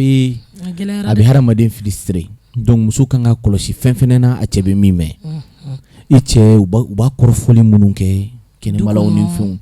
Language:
Bambara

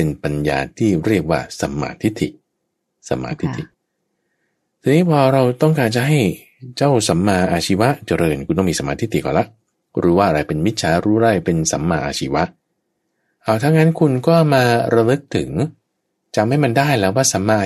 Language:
Thai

